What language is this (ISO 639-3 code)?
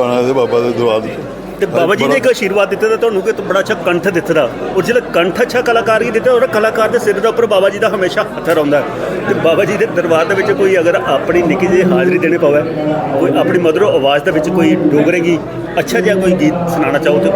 doi